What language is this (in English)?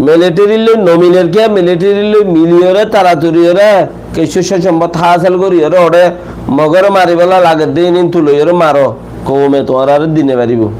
Rohingya